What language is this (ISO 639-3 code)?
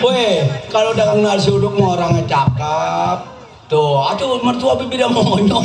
bew